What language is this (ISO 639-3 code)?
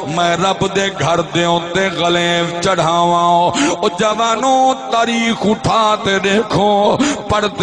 skr